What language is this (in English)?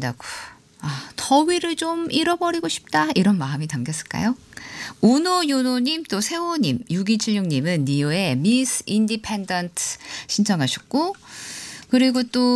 Korean